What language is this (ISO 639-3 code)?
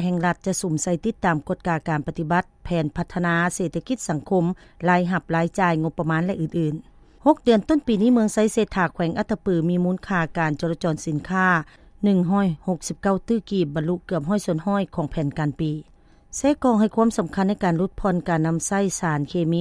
lao